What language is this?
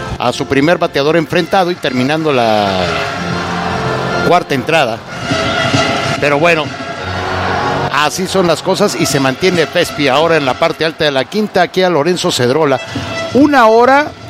Spanish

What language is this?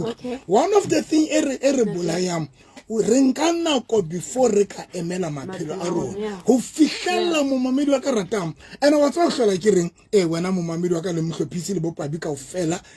Southern Sotho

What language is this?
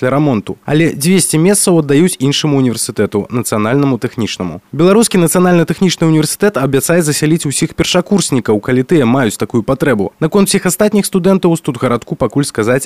Belarusian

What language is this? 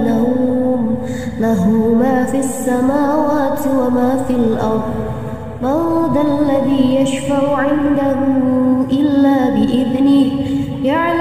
Arabic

